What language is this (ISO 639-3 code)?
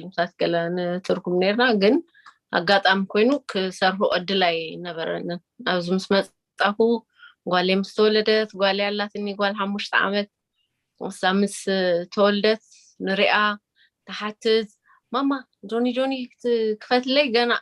tir